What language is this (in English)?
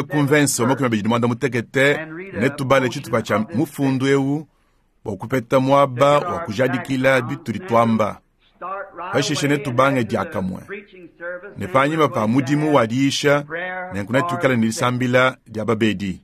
Luba-Lulua